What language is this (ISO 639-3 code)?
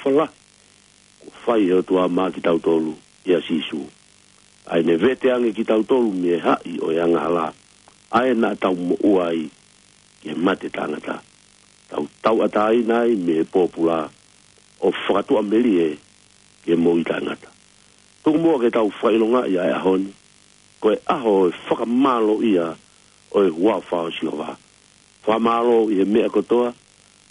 ton